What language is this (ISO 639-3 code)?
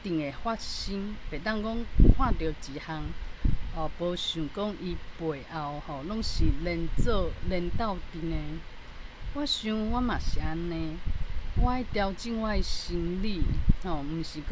nan